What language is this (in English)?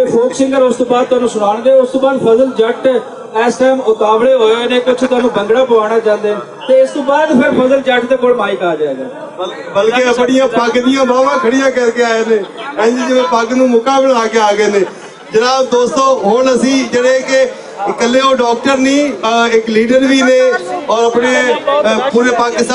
Western Panjabi